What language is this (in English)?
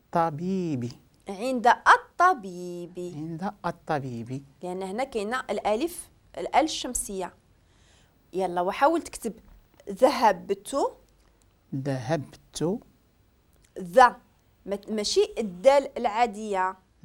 Moroccan Arabic